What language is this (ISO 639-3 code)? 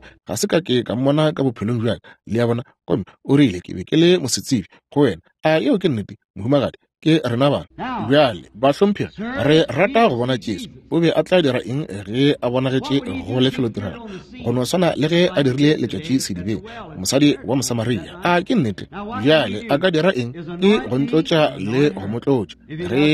nso